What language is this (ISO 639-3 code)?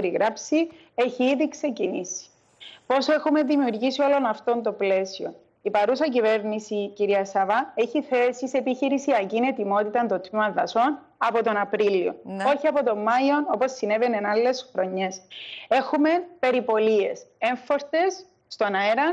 ell